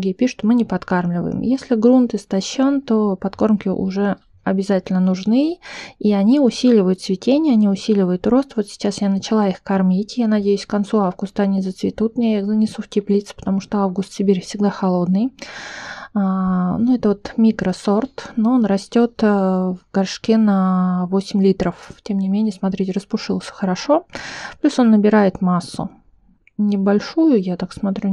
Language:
Russian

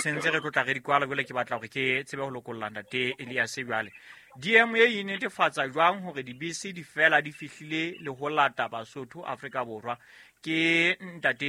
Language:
Southern Sotho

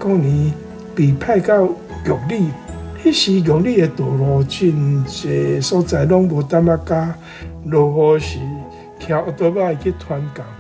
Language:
Min Nan Chinese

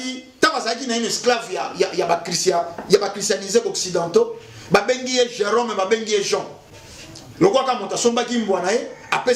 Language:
Lingala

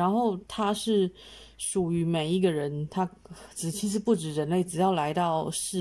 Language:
Chinese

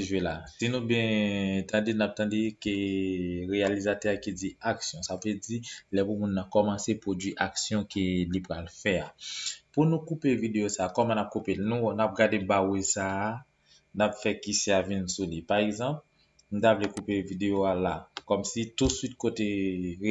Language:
Haitian Creole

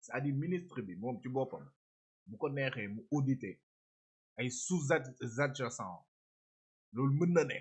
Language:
Wolof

